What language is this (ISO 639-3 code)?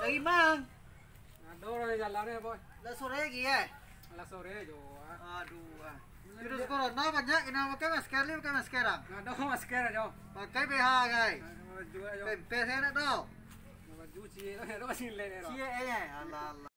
min